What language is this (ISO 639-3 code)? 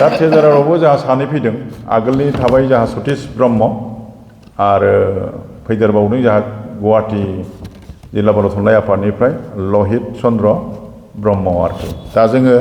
brx